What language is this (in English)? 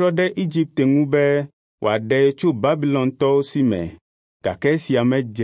Ewe